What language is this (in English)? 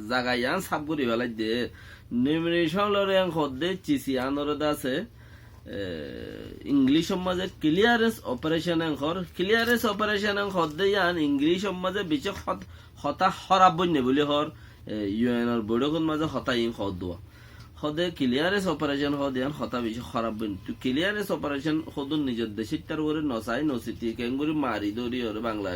Rohingya